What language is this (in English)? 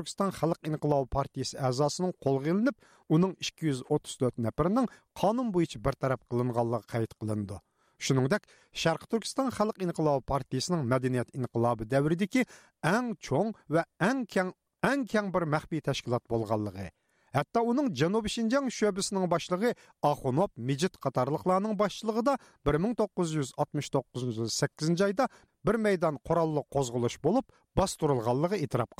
Uyghur